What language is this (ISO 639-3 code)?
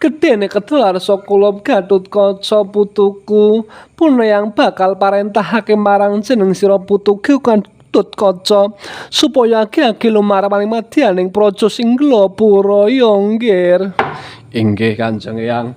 jav